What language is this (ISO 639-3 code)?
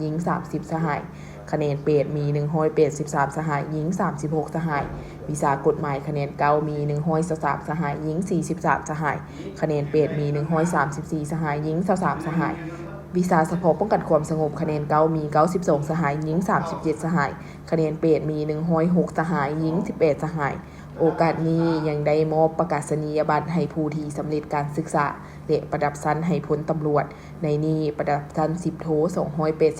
lao